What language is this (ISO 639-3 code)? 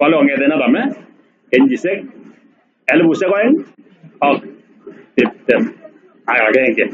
kln